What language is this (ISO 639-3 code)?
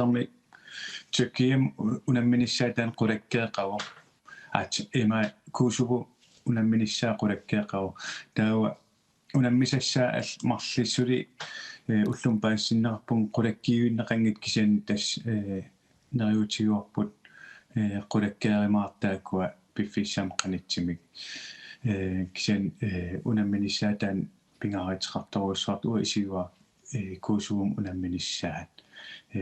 kal